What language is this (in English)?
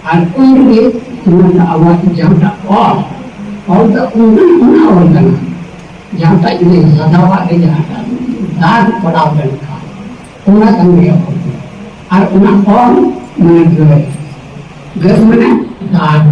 Santali